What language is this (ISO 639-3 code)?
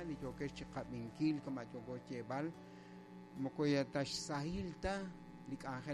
kek